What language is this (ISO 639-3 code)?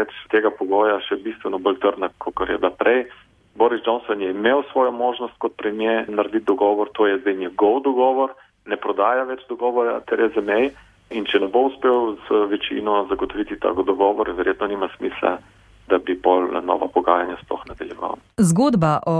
slv